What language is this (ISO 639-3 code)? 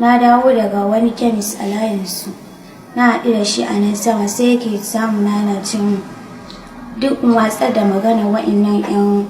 hau